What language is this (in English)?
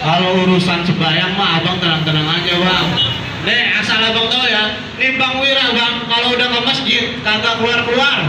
Betawi